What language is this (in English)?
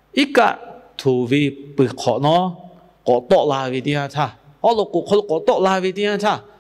Lahu